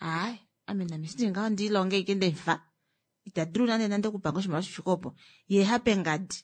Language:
Kuanyama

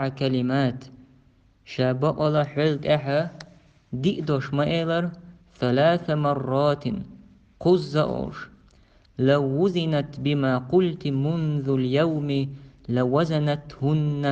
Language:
Chechen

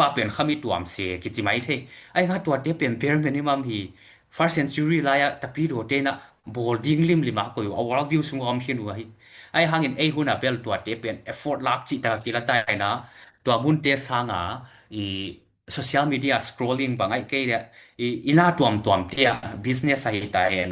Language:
Tedim Chin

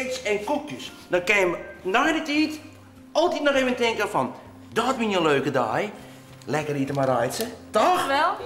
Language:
Western Frisian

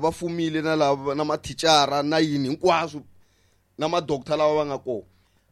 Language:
Tsonga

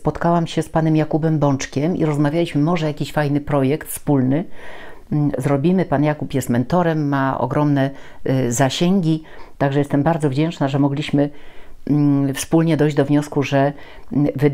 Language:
Polish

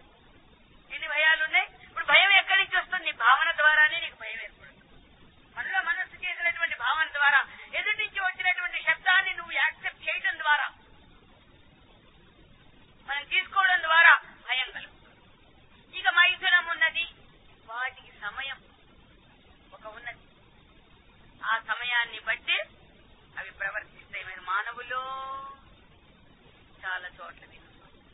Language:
Telugu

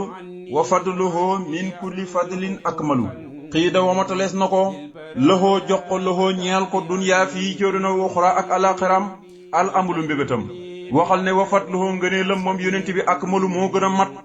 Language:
Wolof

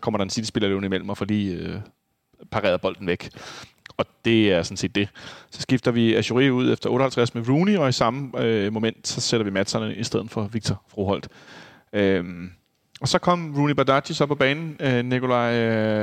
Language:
Danish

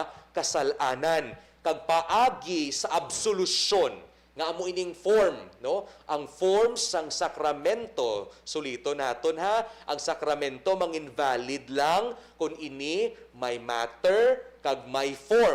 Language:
Hiligaynon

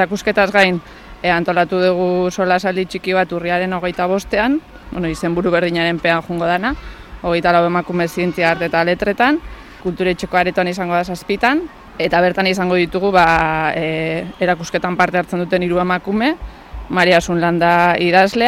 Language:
Basque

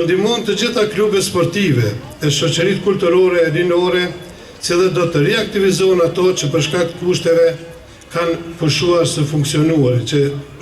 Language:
Albanian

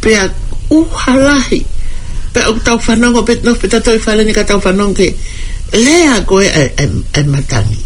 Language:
Tongan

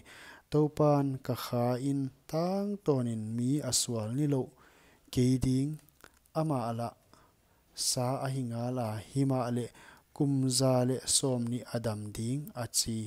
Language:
Paite Chin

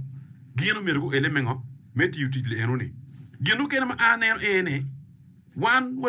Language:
Acoli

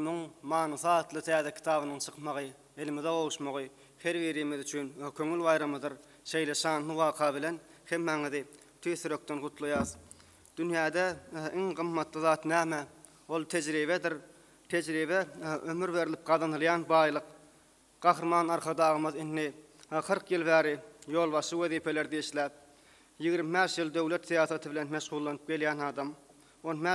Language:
Turkmen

